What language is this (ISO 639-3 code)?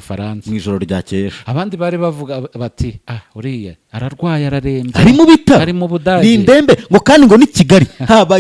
kin